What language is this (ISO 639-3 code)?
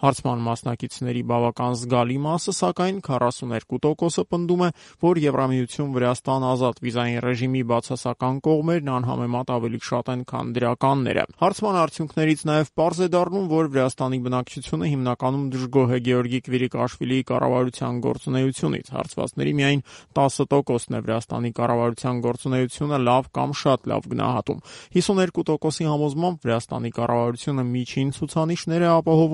hye